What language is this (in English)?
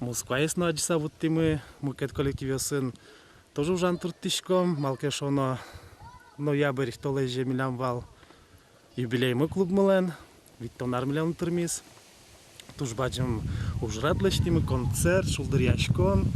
Udmurt